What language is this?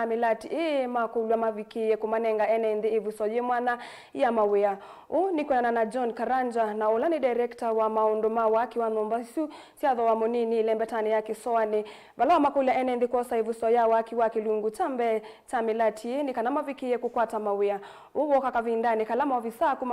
Kamba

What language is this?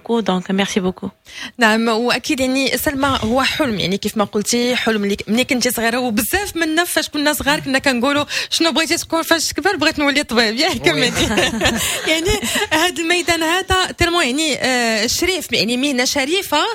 Moroccan Arabic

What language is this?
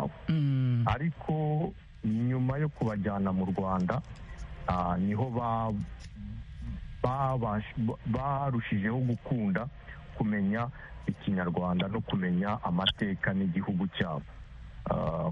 Kinyarwanda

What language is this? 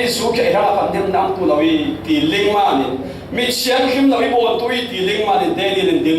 Falam Chin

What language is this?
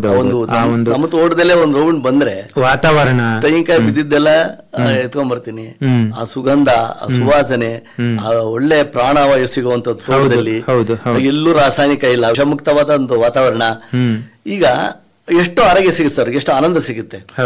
Kannada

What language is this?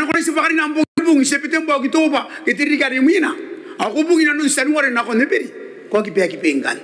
Gilbertese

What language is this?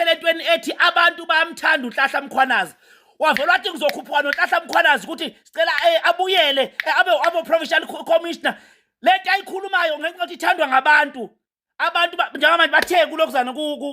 Zulu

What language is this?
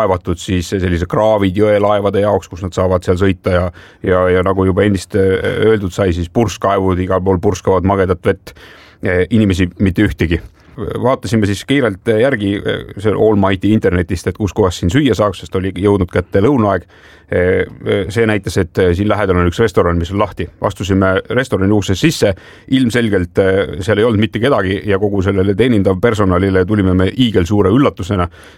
Estonian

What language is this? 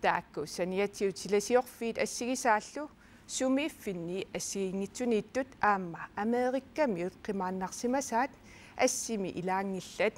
Kalaallisut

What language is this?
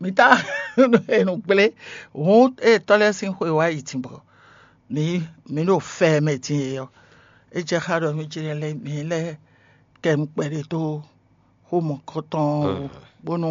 Fon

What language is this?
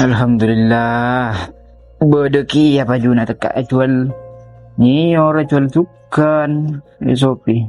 Madurese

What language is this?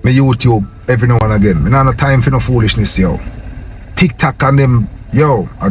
Jamaican Creole English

